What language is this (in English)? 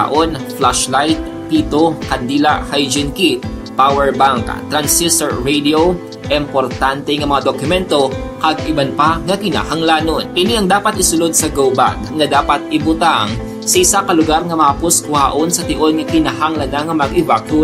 Hiligaynon